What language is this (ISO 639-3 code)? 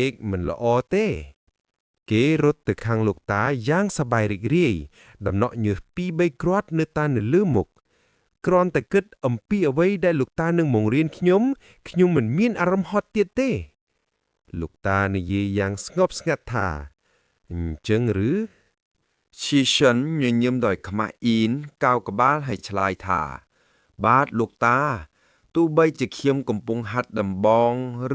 khm